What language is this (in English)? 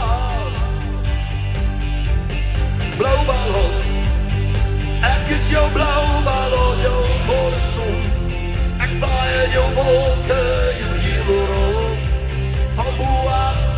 Afrikaans